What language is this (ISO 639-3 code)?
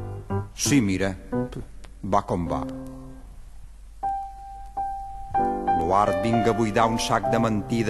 cat